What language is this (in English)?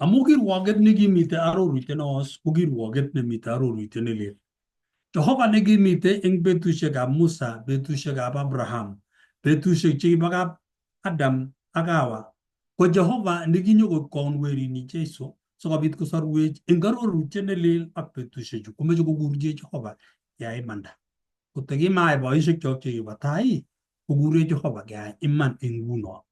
Kalenjin